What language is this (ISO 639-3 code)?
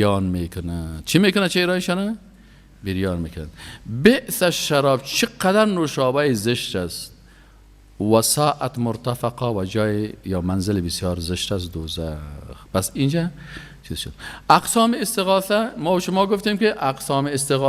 fas